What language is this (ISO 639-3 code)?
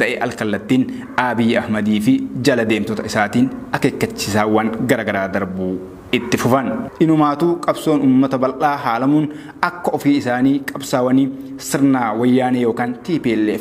orm